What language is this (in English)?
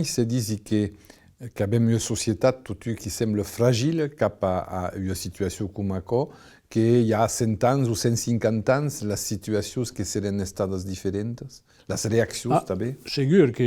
Occitan